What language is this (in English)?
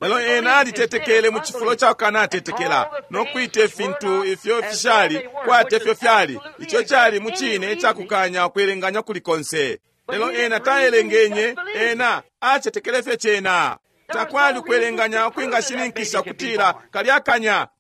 Bemba